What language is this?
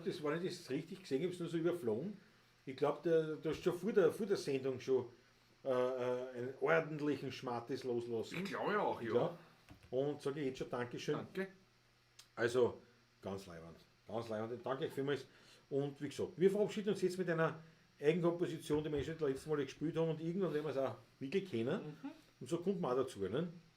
Bavarian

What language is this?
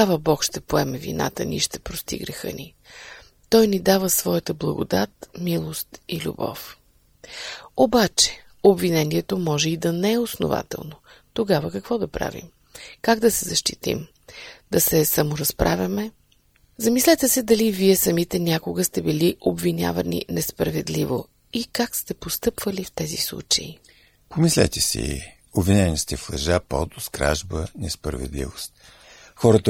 Bulgarian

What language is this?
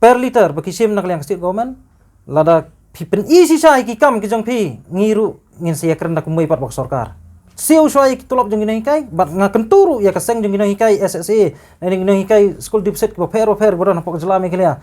Khasi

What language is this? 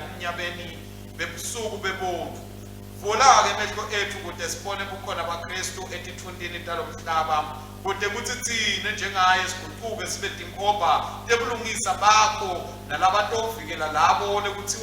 Swati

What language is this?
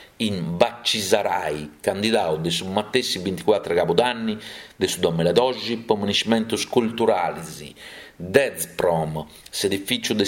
Sardinian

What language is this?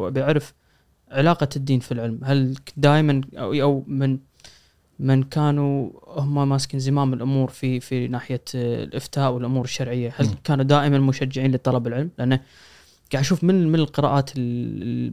Gulf Arabic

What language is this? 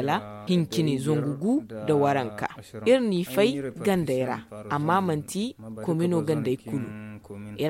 Zarma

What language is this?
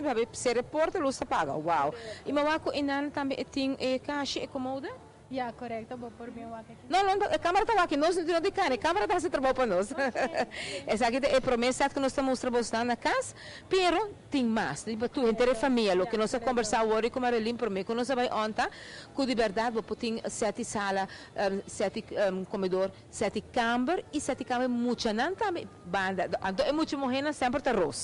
Papiamento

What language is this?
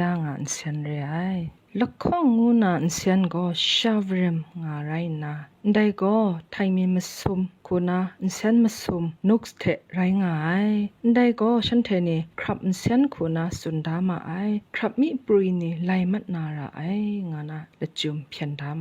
Kachin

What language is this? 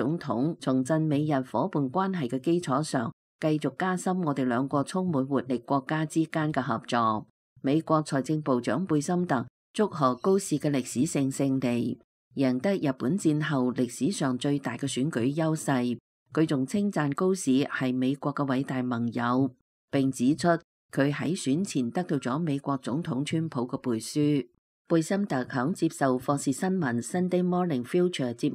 Cantonese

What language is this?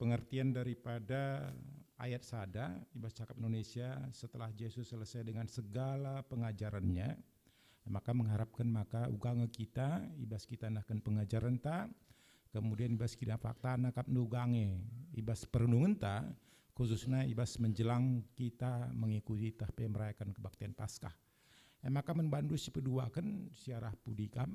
Batak Karo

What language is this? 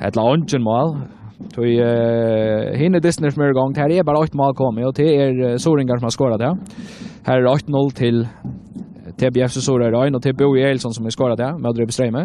Faroese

